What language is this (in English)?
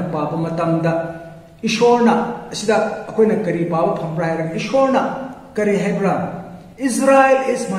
Manipuri